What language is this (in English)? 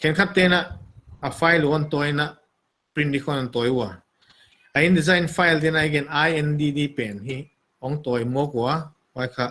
Paite Chin